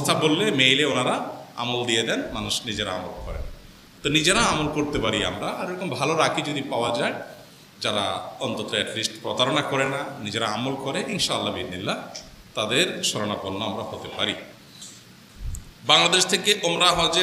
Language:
Bangla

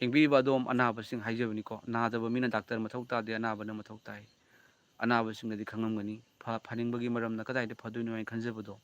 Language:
Manipuri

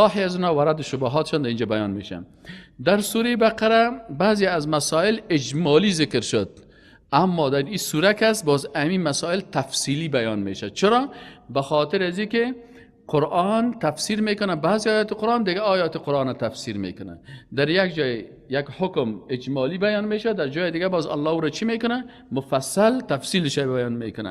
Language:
Persian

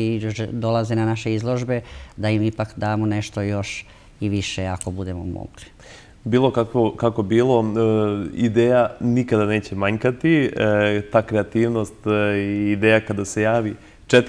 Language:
Serbian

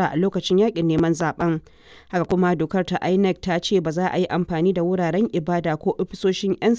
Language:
Hausa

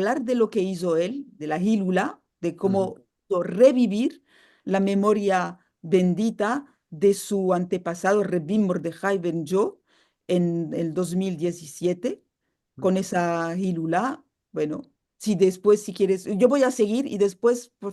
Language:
Ladino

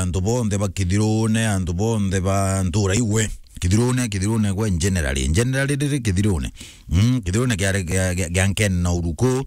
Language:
Meru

